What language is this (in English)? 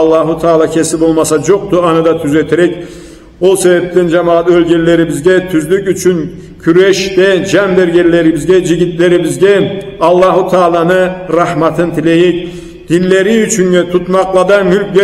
Karachay-Balkar